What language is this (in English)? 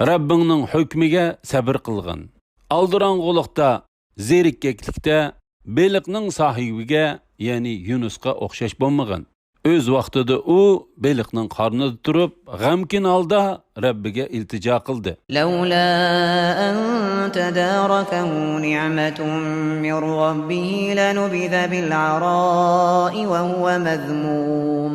Uyghur